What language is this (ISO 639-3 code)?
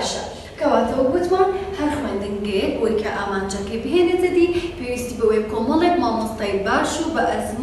ckb